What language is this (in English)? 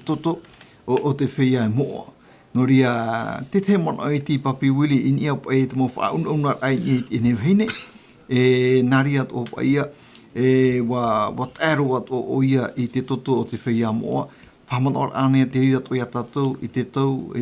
Tahitian